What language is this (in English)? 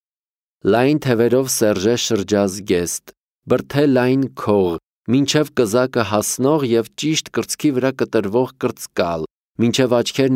Armenian